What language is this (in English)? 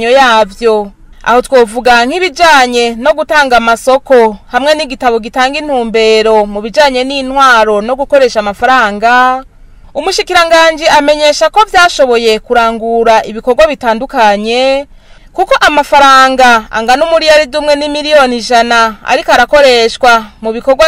Rundi